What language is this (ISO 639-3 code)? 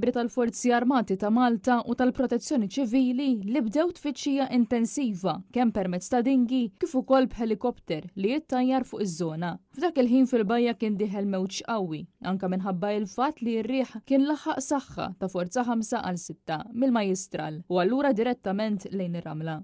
mlt